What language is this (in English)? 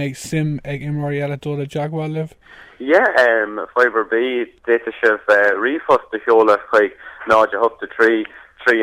Irish